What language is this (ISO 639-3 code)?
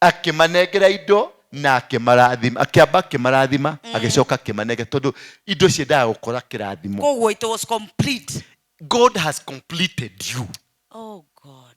kik